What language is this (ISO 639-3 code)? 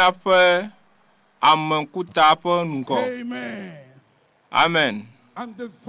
ewe